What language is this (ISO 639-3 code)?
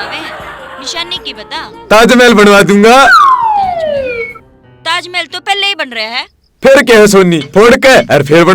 bgc